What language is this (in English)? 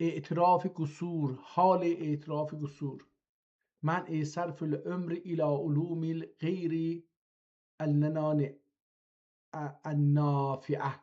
South Azerbaijani